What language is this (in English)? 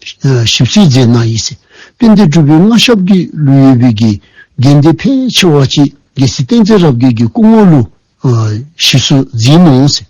Dzongkha